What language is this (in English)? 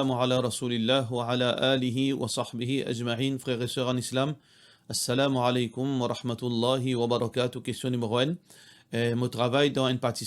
Morisyen